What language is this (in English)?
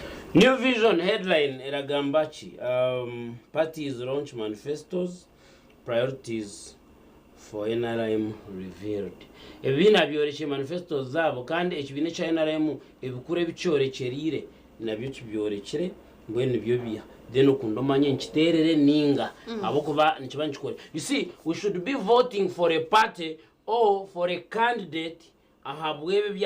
Nyankole